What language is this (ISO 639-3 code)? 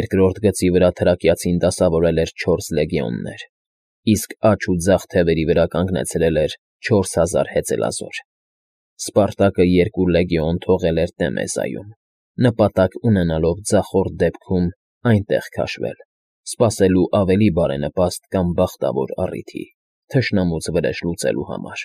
hye